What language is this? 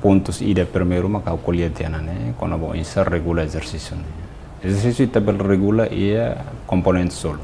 Tetum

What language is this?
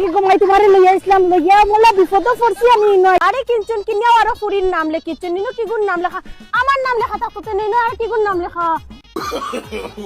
Sylheti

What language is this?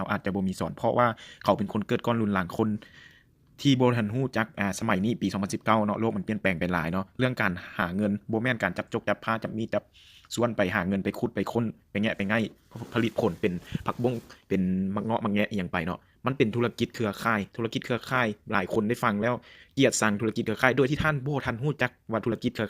Lao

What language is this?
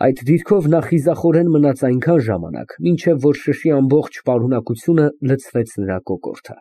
Armenian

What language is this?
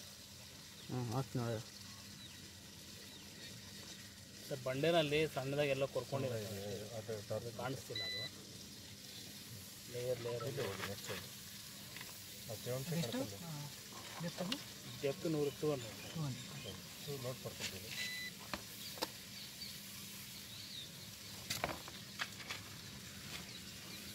Kannada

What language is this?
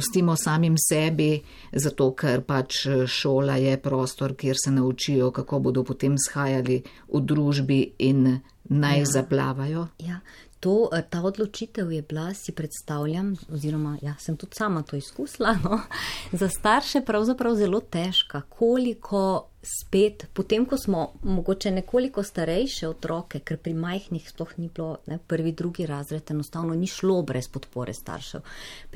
Slovenian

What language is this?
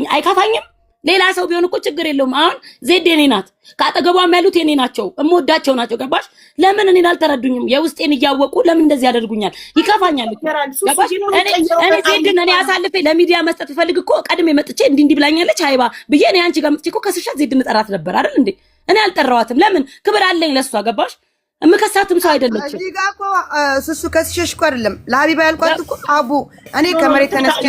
Amharic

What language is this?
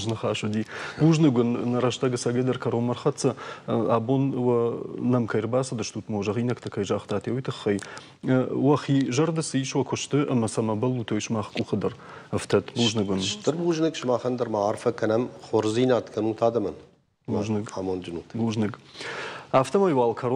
Ossetic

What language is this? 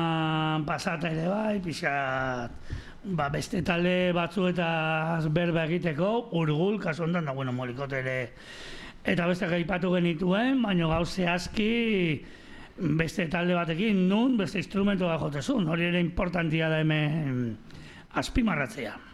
Basque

